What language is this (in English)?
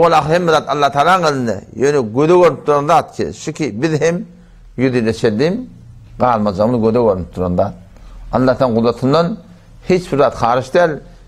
Turkmen